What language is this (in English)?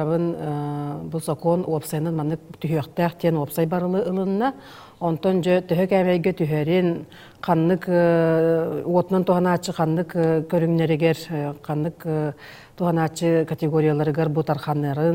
Yakut